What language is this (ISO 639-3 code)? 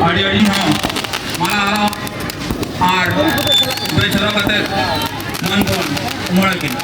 sat